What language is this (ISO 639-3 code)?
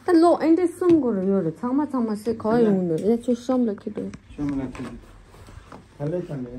bod